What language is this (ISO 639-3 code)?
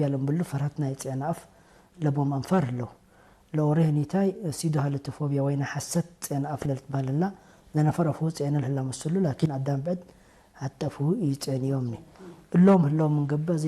tig